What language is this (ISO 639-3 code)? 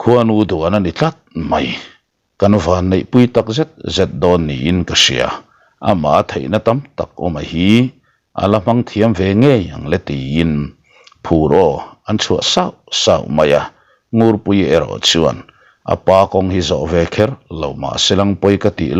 lus